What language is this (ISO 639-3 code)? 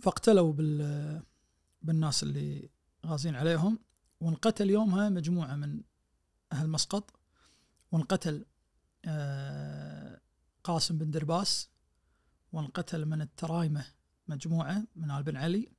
ars